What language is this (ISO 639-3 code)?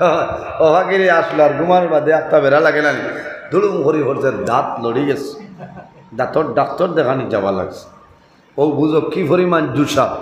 syl